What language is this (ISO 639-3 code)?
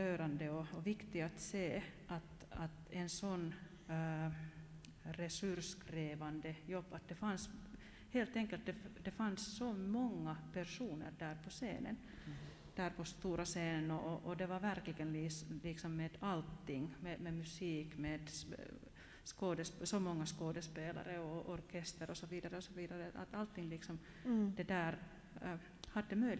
swe